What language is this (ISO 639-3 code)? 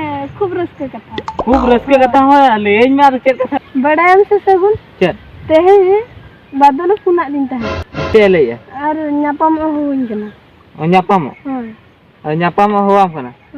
sat